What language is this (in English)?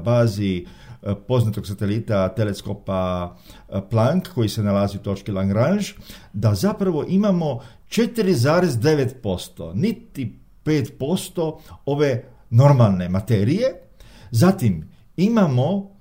Croatian